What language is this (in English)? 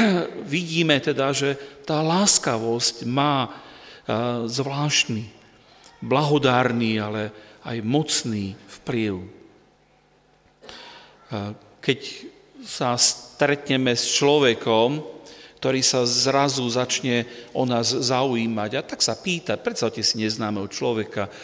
Slovak